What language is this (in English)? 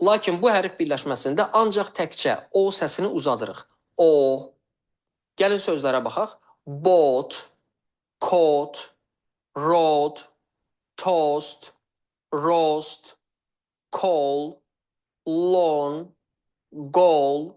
Azerbaijani